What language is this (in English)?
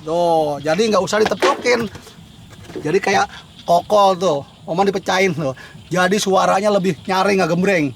Betawi